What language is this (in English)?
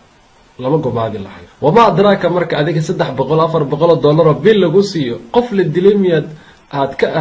Somali